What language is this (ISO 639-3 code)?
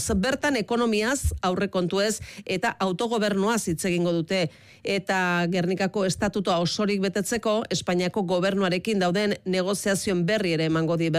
eus